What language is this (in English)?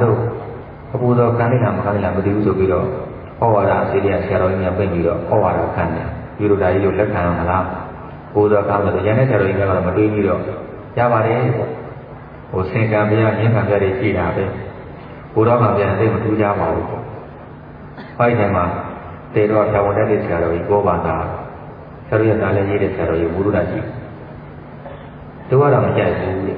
Burmese